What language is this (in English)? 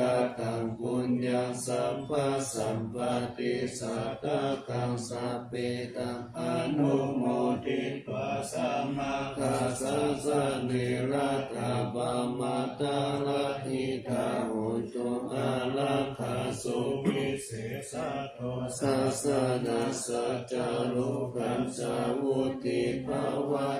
Pali